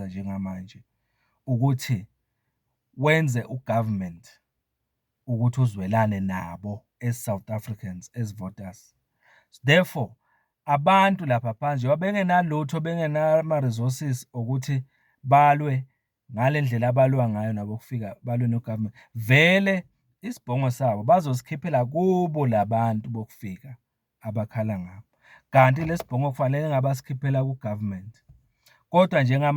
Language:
Zulu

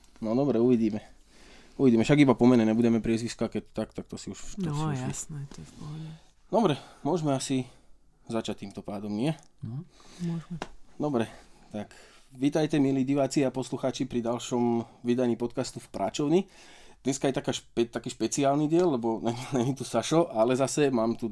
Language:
Slovak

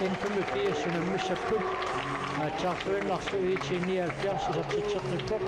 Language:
Kalaallisut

